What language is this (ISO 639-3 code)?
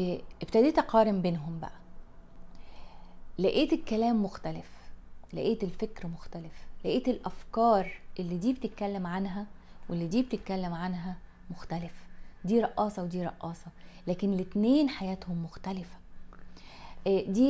arz